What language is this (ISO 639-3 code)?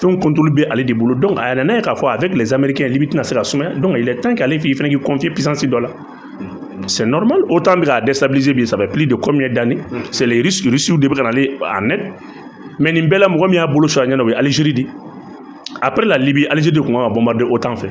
bam